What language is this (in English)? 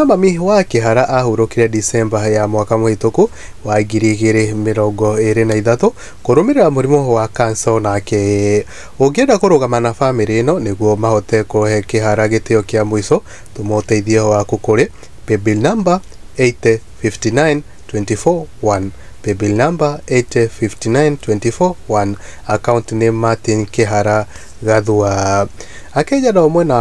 Kikuyu